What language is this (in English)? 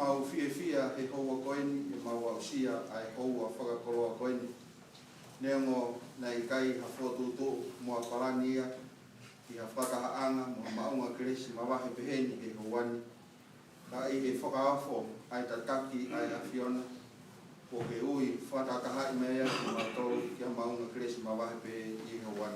Tongan